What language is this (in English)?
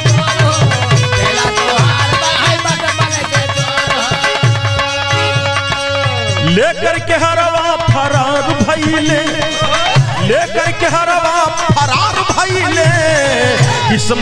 Bhojpuri